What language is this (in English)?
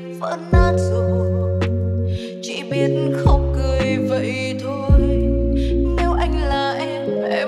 Vietnamese